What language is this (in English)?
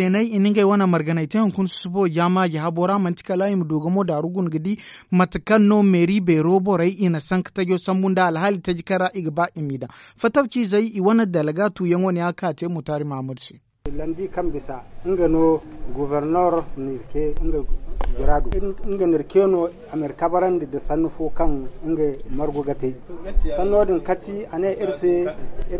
Zarma